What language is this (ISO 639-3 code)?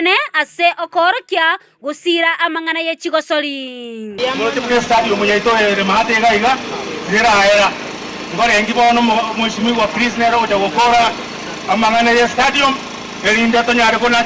guz